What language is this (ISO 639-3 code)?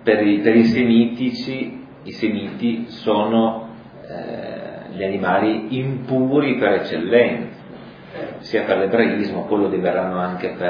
ita